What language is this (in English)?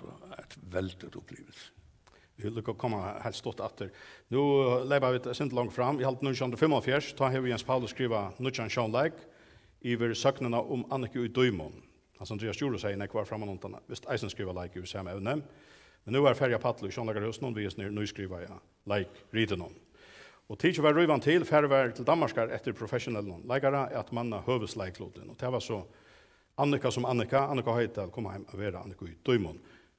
Faroese